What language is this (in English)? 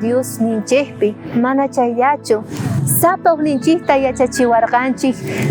South Bolivian Quechua